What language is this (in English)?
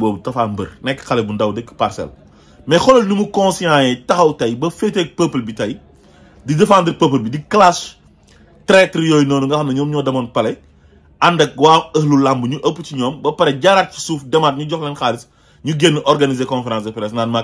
Wolof